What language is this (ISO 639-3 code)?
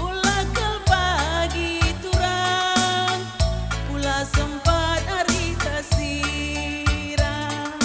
btx